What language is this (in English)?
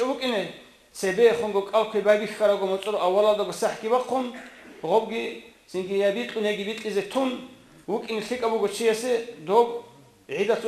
Avaric